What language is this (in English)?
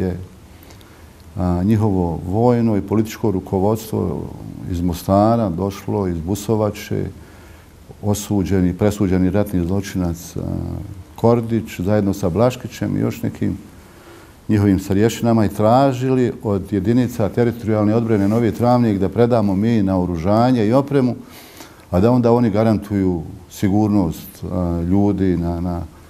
Bosnian